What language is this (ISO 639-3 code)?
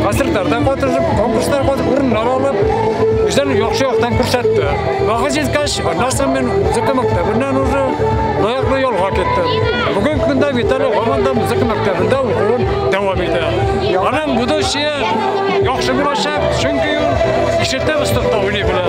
tat